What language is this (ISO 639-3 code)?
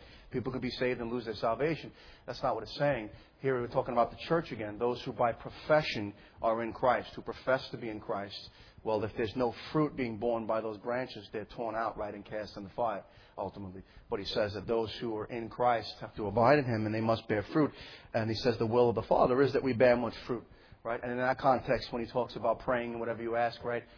eng